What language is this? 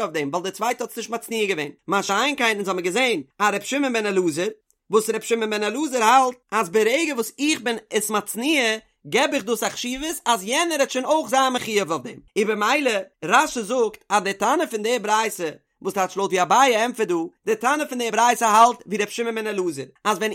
Yiddish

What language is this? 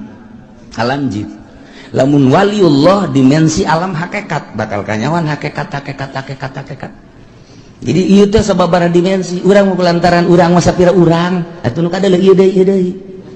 Sundanese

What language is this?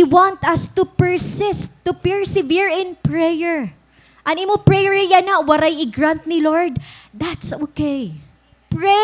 Waray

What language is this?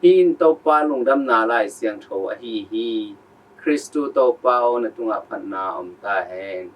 Tedim Chin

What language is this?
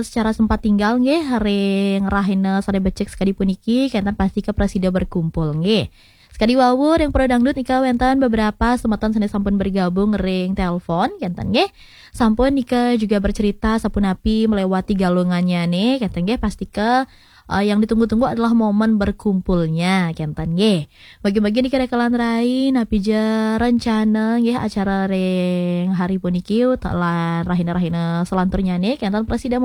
Balinese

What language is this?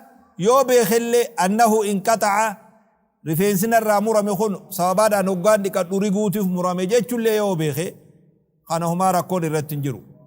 Oromo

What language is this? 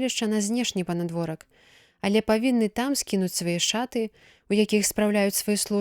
Belarusian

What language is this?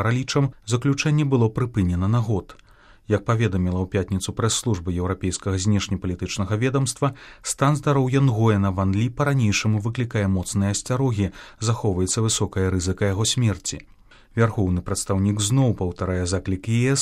Belarusian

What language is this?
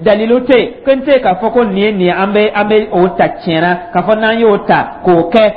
Dyula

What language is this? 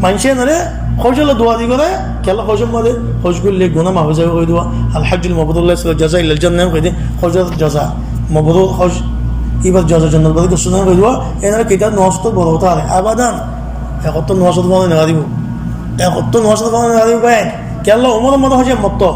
Rohingya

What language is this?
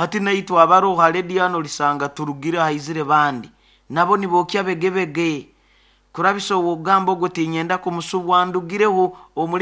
Nyoro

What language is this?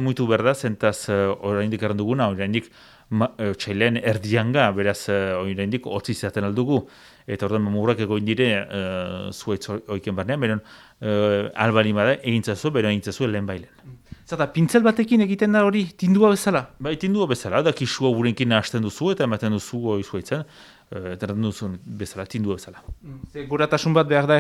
Basque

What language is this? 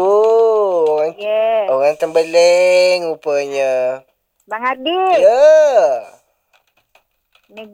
Malay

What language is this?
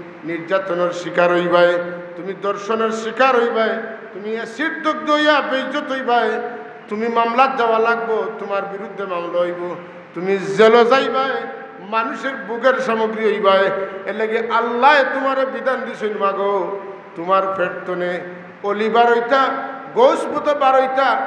Sylheti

